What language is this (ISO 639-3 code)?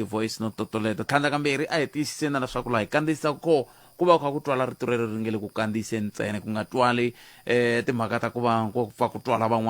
tso